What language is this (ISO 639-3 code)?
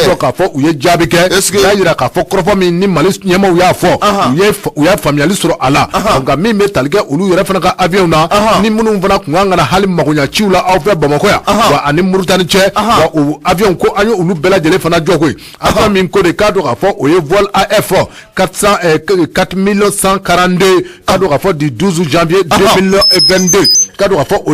bam